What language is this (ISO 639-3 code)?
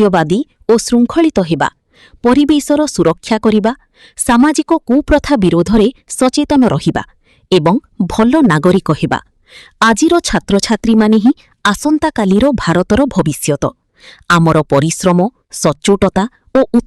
ori